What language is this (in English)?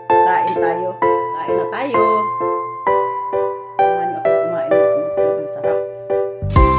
Filipino